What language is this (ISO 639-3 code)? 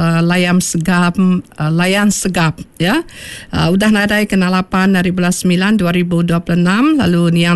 iba